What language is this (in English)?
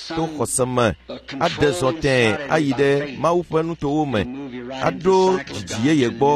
Ewe